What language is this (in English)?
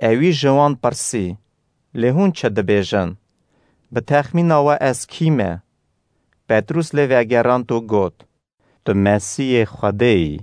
Kurdish